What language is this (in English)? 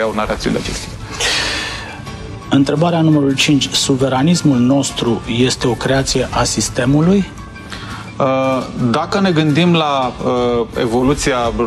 Romanian